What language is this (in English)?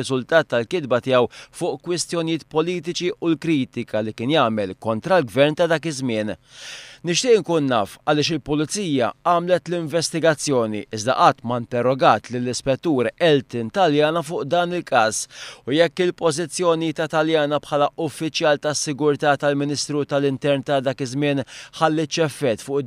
Maltese